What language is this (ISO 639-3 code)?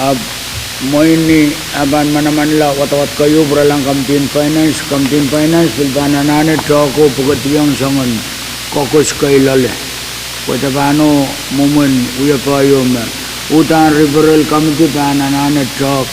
pon